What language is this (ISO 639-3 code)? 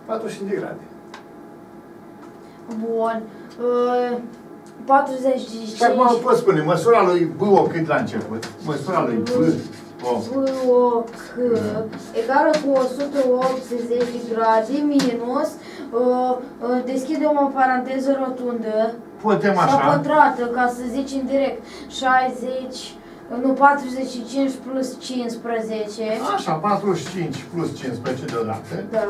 ron